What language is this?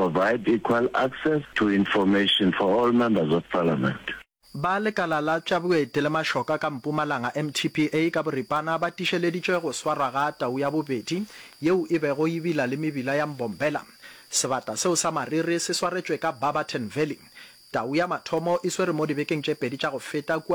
Northern Sotho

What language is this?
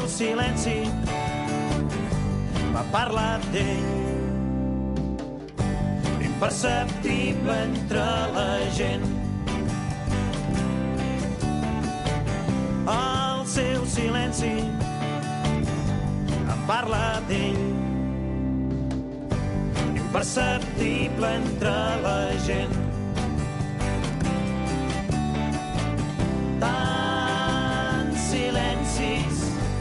Catalan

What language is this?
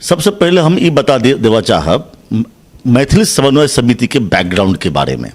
Maithili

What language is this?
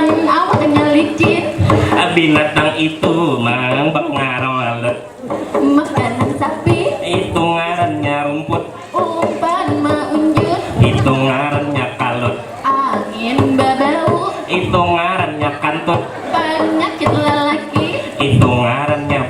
Banjar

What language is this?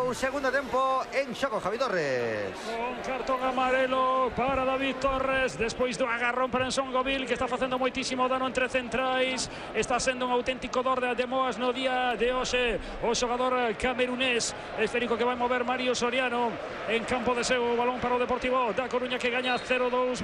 Galician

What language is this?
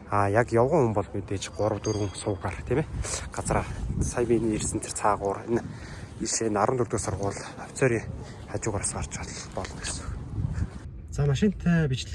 Mongolian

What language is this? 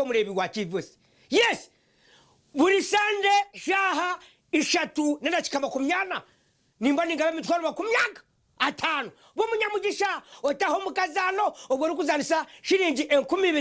Nyankole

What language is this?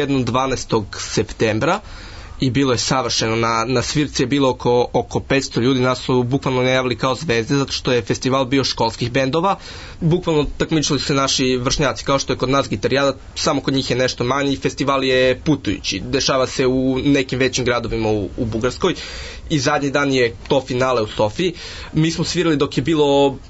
Serbian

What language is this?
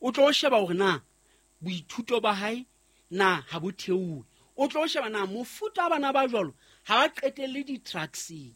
Southern Sotho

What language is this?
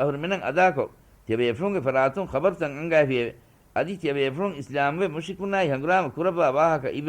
Divehi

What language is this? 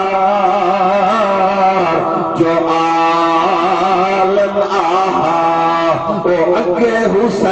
Saraiki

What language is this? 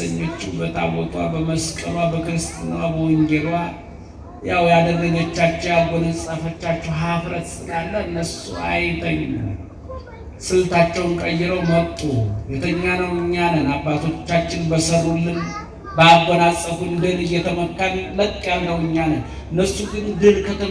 Amharic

